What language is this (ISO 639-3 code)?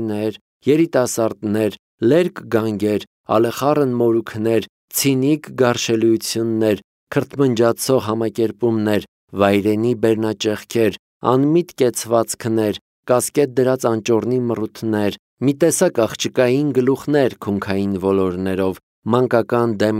hye